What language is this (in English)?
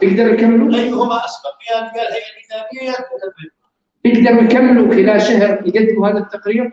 North Levantine Arabic